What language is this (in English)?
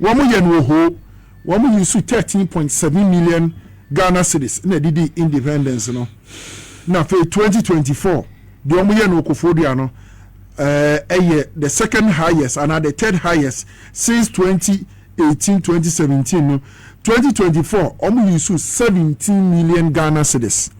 Akan